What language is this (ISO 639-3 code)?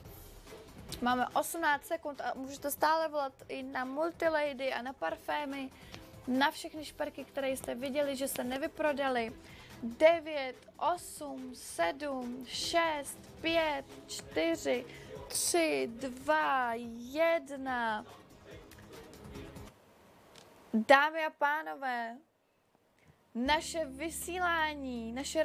ces